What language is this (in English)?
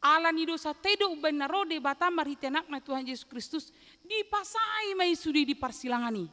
Batak Toba